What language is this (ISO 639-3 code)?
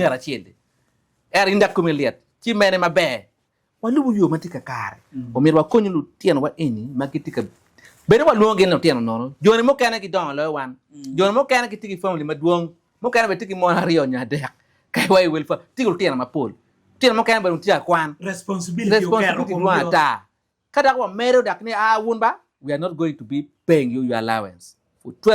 ach